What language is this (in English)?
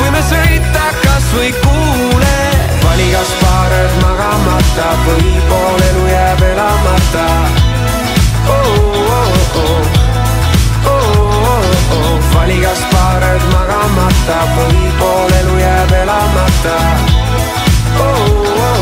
Estonian